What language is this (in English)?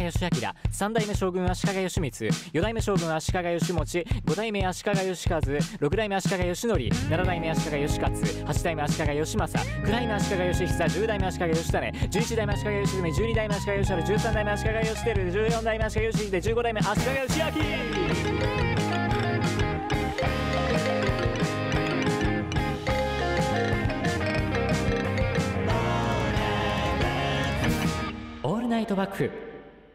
Japanese